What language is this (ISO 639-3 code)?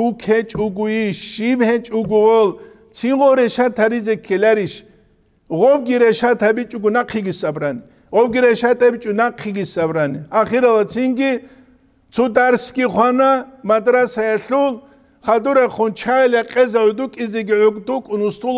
ava